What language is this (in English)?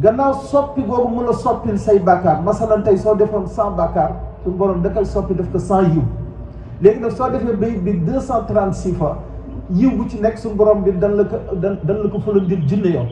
Wolof